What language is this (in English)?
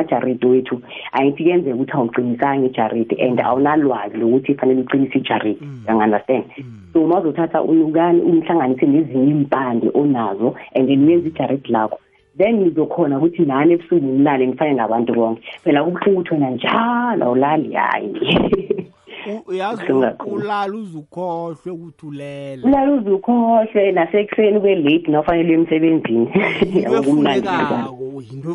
South Ndebele